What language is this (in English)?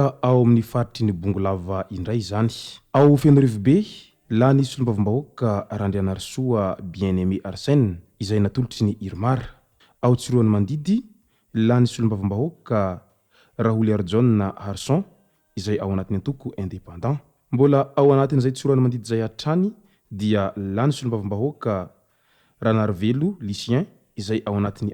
Malagasy